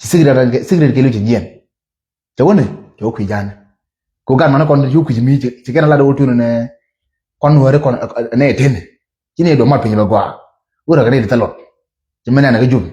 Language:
Nuer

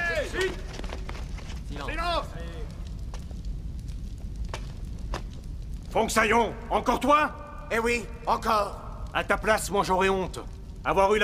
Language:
French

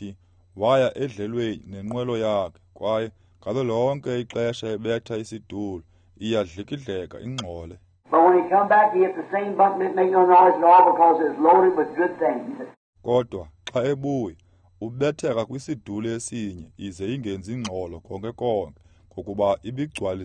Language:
Xhosa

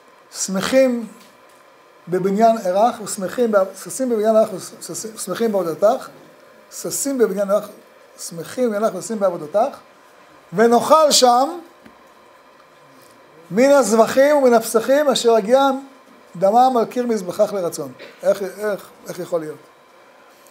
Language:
Hebrew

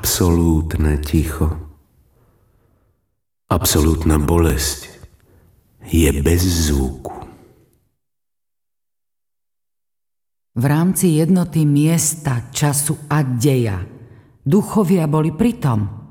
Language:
Slovak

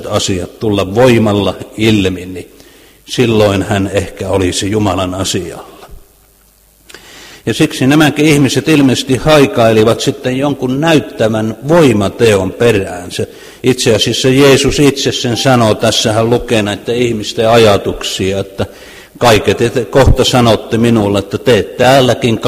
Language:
Finnish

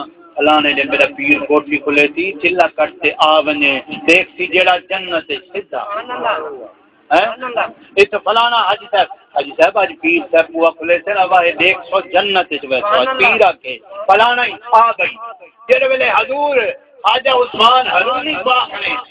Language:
Saraiki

